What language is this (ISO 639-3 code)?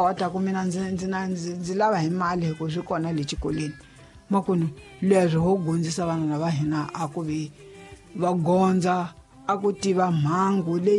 tso